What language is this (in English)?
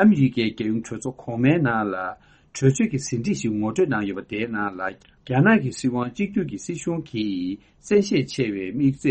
Tibetan